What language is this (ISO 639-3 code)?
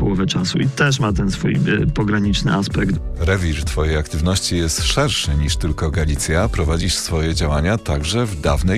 pol